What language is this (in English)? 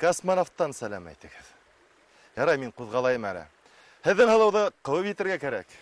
Bashkir